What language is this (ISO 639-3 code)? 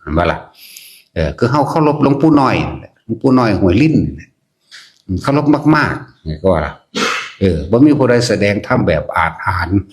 tts